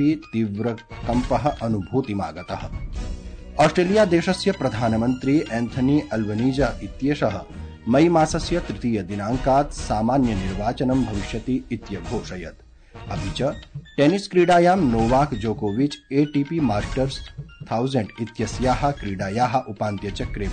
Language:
Sanskrit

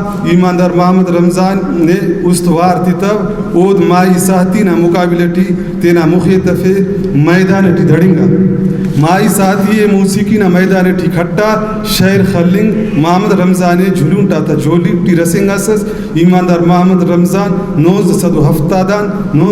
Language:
Brahui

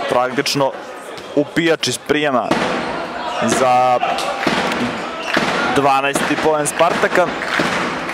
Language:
Serbian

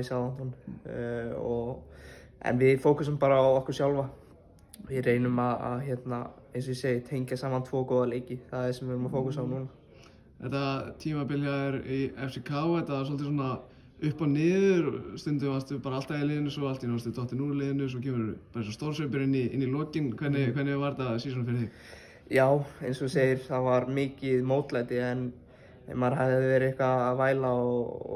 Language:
Icelandic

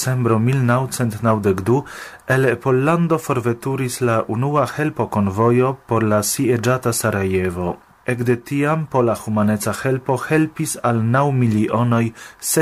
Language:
Esperanto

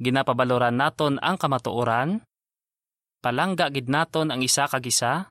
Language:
Hiligaynon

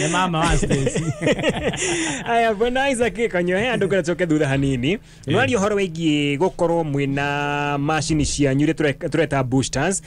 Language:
Kikuyu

